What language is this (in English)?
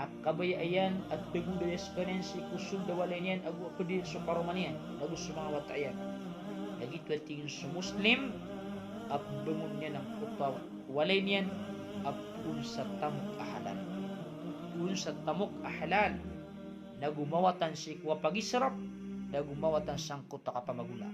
Maranao